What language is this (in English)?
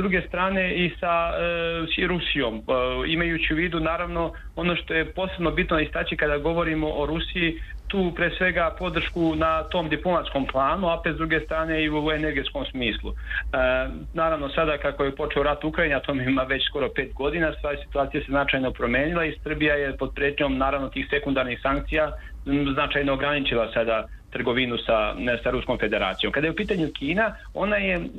Serbian